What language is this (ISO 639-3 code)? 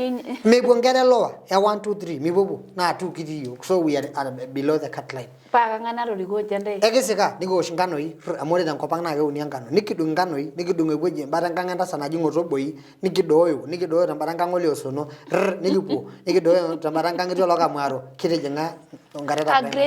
mas